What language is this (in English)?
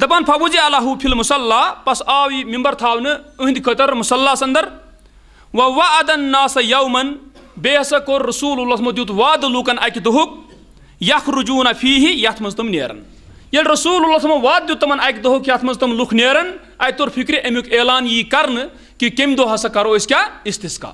Kashmiri